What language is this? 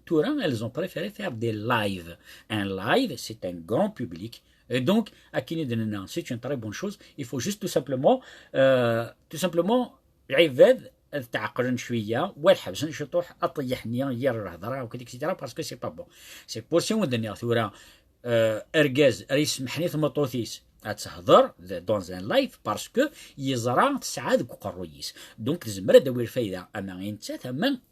Kabyle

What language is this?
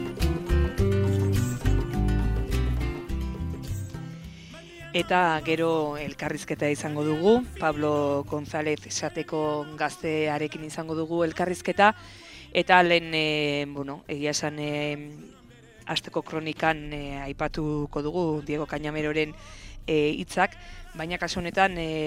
Basque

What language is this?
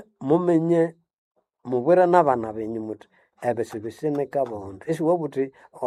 Nande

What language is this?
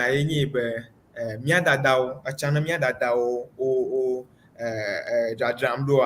Ewe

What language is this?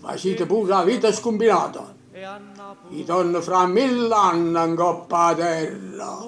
Neapolitan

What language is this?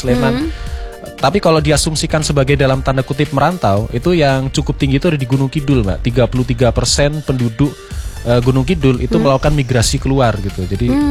Indonesian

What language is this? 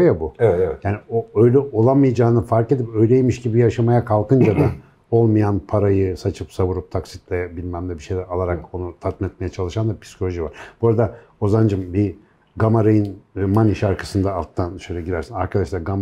Turkish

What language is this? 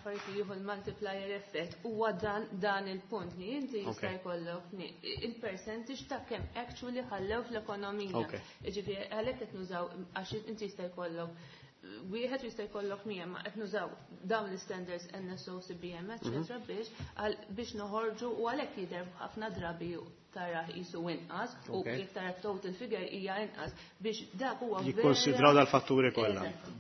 Maltese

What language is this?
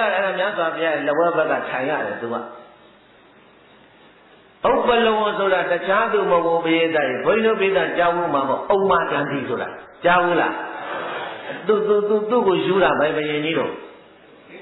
Burmese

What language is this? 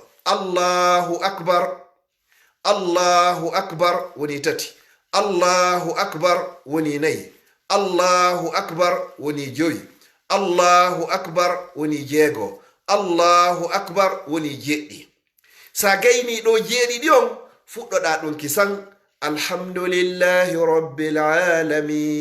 Fula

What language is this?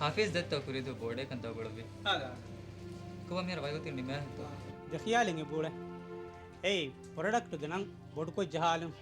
Divehi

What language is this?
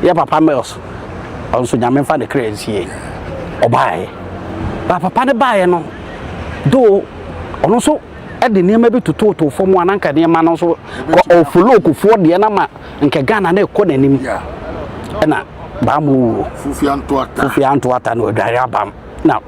Akan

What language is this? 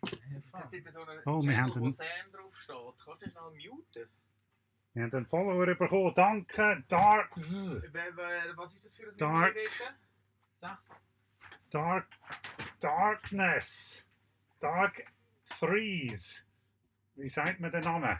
Swiss German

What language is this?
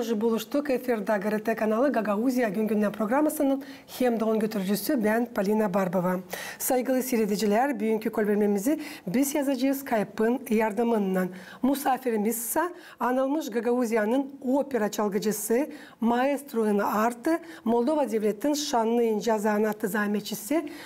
Gagauz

